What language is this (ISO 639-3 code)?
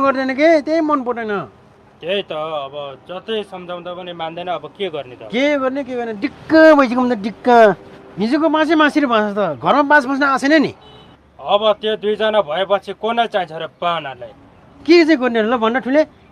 nep